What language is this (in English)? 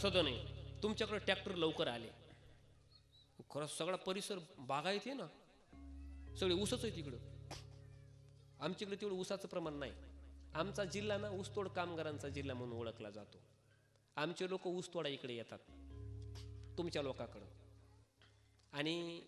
Marathi